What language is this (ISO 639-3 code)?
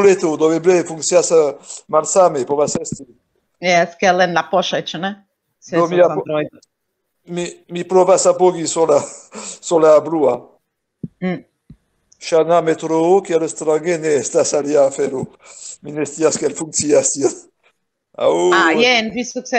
epo